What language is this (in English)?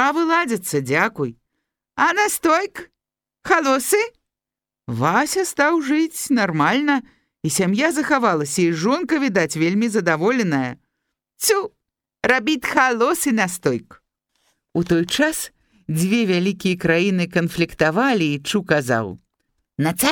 Belarusian